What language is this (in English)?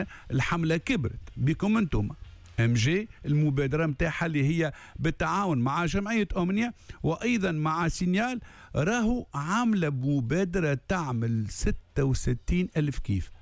Tunisian Arabic